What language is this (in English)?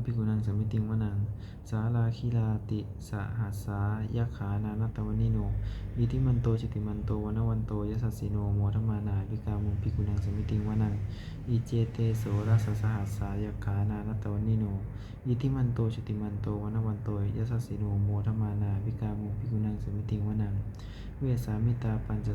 Pali